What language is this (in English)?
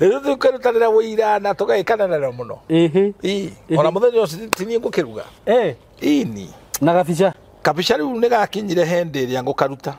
Kikuyu